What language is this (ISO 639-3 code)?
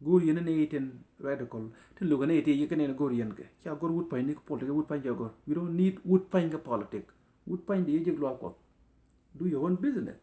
nus